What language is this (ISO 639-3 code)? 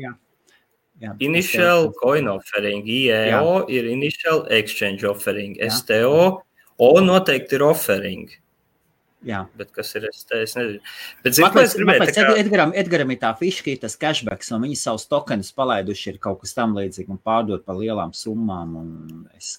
lav